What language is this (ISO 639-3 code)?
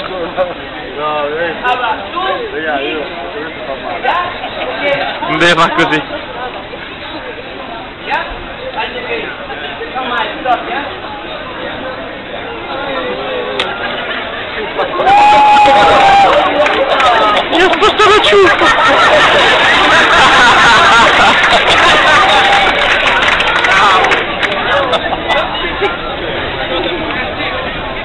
ita